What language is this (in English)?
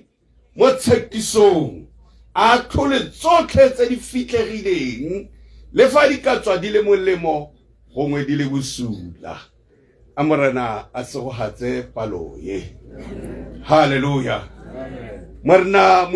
Tswana